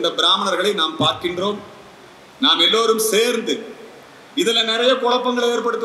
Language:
Tamil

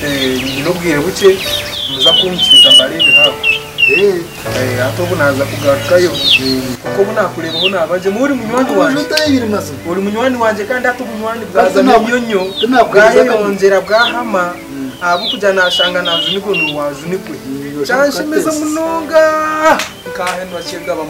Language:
Nyankole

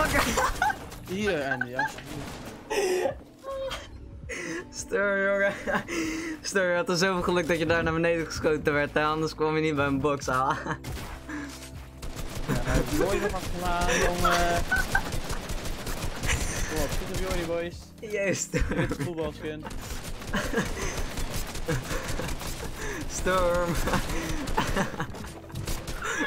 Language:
Dutch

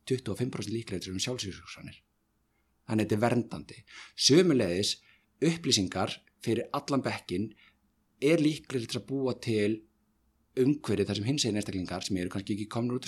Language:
Icelandic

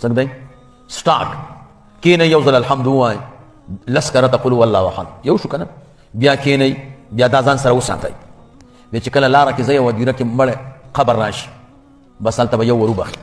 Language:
Pashto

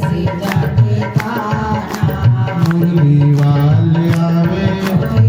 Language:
Dogri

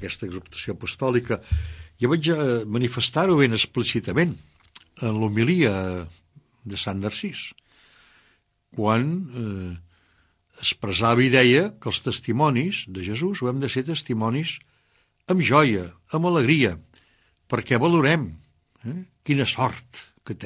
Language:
Catalan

